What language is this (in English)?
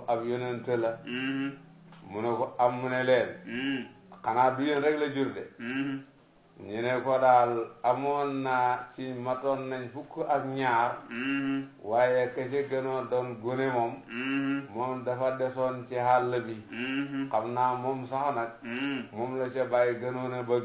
Wolof